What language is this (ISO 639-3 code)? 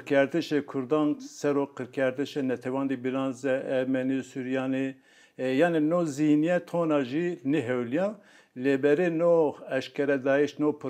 zza